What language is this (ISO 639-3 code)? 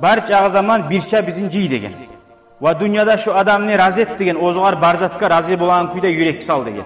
kum